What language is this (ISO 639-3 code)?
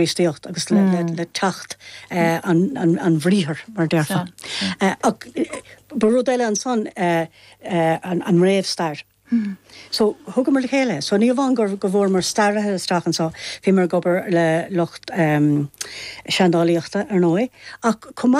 gle